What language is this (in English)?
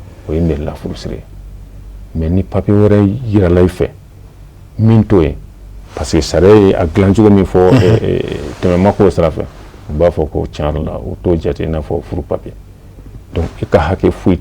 Bambara